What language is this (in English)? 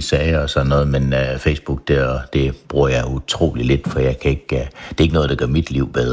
Danish